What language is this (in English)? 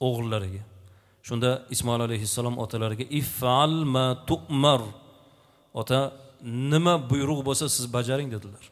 Uzbek